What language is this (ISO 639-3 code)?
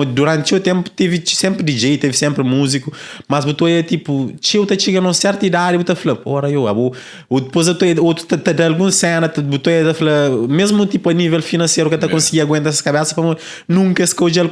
kea